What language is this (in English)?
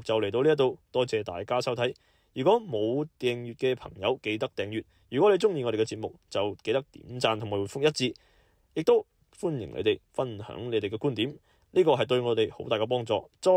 Cantonese